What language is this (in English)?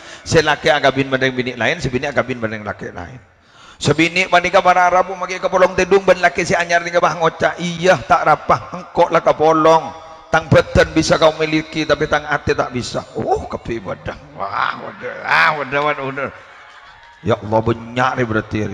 Madurese